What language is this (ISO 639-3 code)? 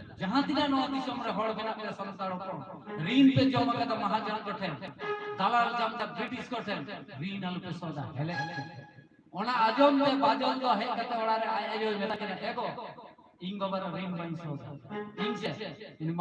sat